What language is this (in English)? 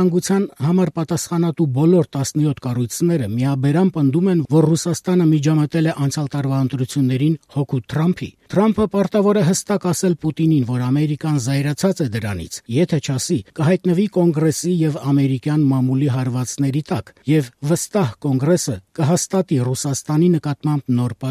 Armenian